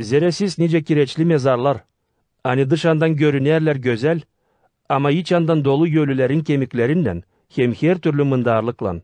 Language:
Gagauz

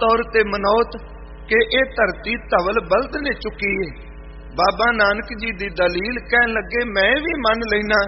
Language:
Punjabi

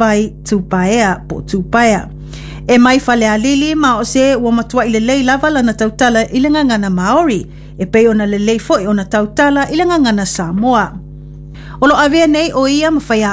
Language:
Samoan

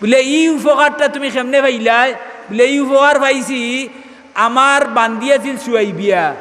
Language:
Sylheti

